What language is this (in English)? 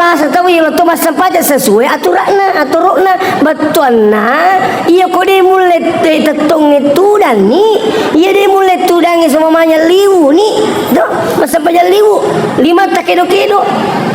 Buginese